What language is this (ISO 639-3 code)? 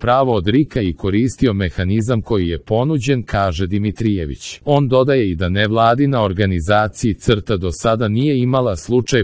srp